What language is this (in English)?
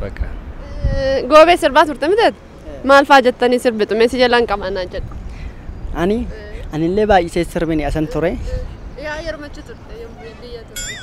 Oromo